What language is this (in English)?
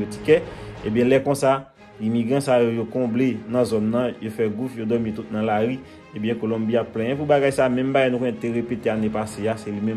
Haitian Creole